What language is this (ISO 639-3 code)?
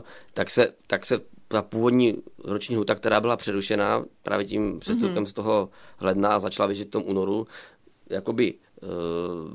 ces